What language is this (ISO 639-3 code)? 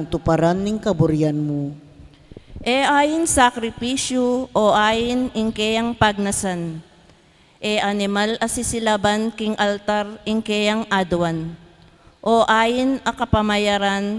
pam